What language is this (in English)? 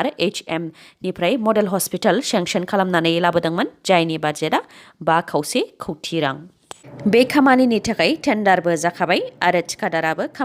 Bodo